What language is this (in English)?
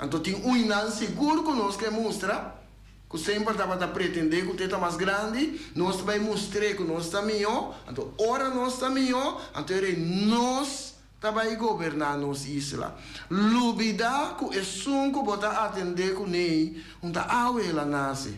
Papiamento